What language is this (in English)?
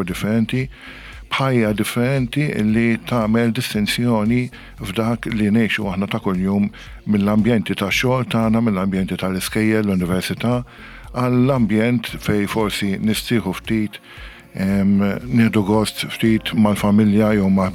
Maltese